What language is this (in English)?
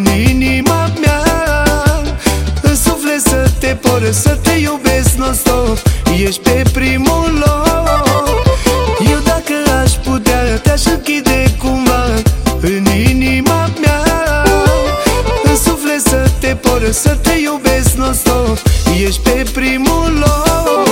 Romanian